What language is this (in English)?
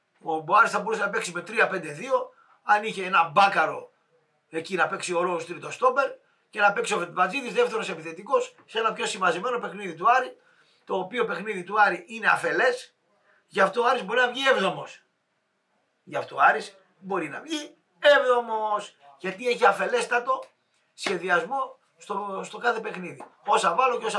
Greek